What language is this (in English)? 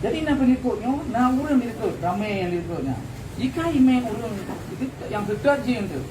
Achinese